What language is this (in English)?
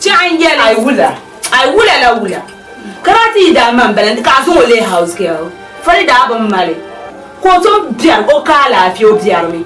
Dagbani